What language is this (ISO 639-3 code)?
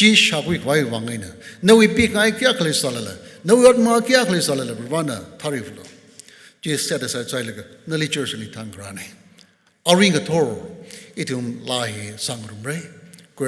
nmf